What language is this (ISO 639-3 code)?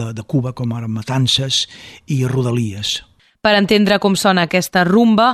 cat